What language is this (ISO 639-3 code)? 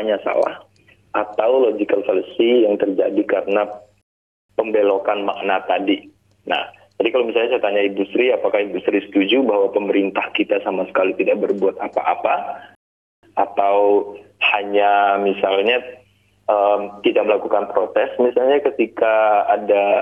ind